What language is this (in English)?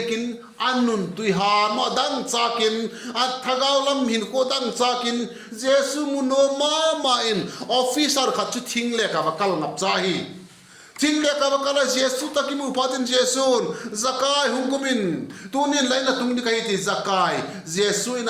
Vaiphei